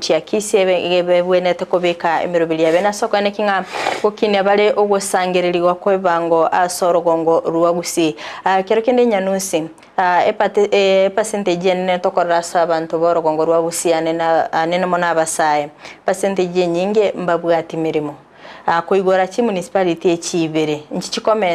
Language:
Gusii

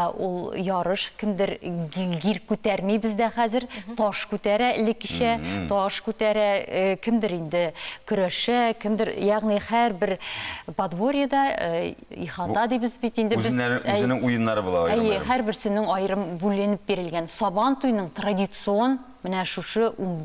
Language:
Tatar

